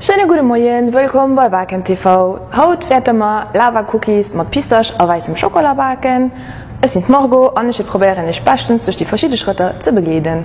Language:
Luxembourgish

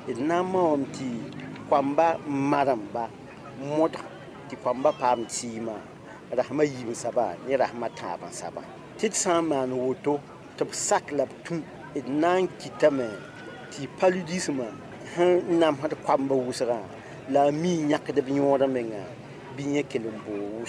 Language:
Mossi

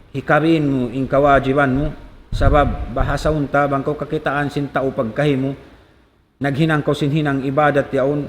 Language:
Tausug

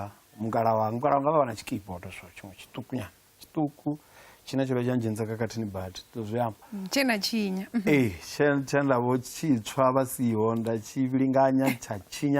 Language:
Venda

